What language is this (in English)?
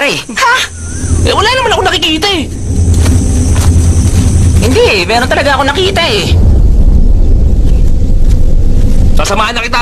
Filipino